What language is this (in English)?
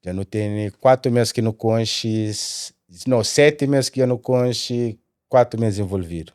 Kabuverdianu